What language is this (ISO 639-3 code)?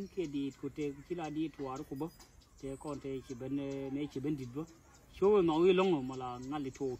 nus